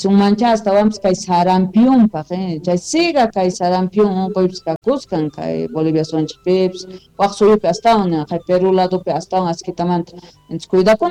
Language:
South Bolivian Quechua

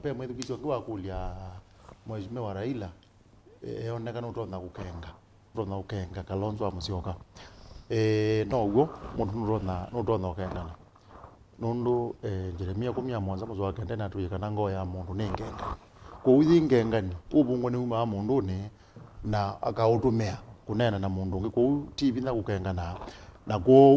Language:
Kamba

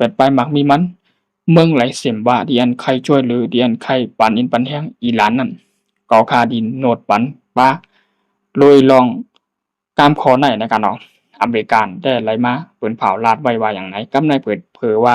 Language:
Shan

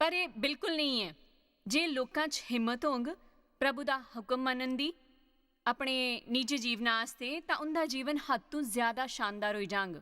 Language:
Dogri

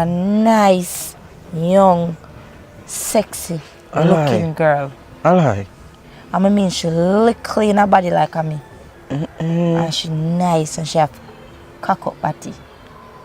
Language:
Jamaican Creole English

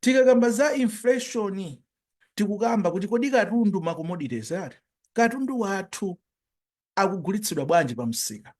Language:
Nyanja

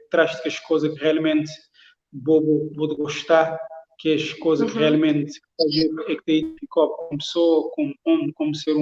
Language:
Kabuverdianu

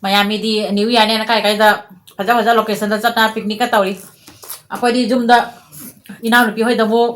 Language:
Manipuri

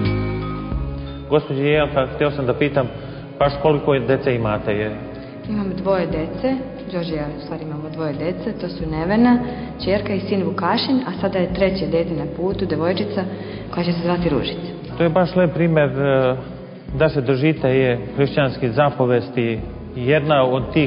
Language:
Serbian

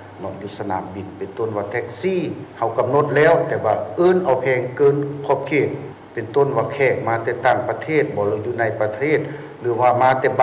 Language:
Lao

